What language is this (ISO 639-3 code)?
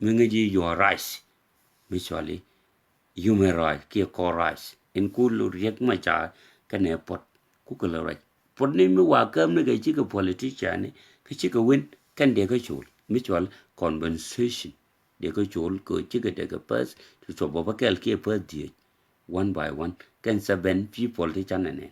nus